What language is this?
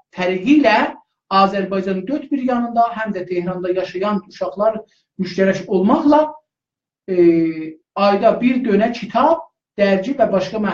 South Azerbaijani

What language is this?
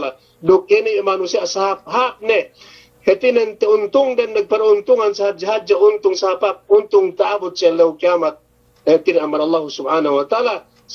Yakan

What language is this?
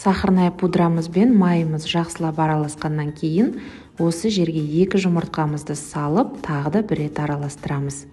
Kazakh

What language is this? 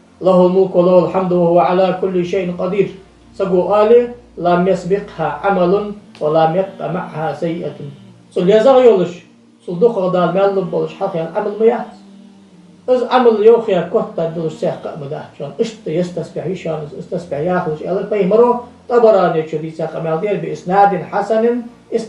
Ingush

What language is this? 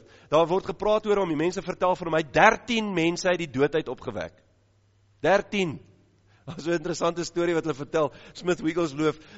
Afrikaans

